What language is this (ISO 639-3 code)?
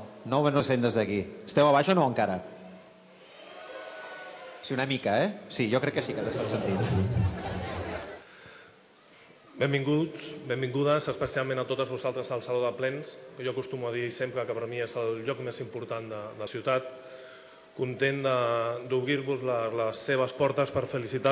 cat